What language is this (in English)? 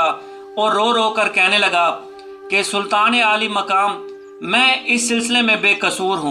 Urdu